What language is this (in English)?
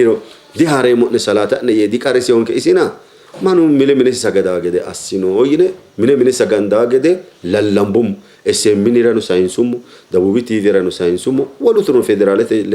Sidamo